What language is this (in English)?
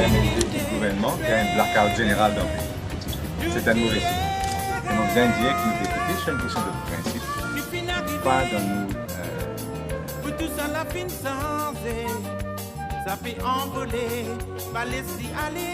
Morisyen